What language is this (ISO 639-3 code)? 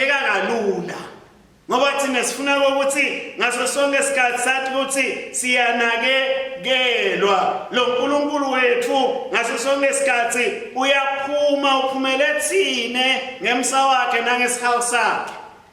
ssw